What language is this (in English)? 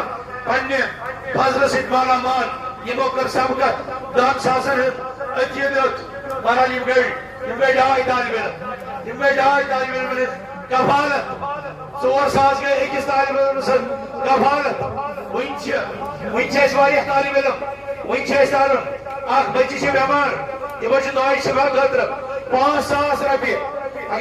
Kashmiri